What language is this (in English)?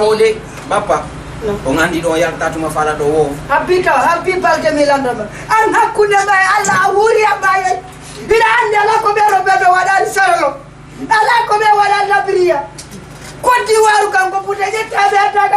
Fula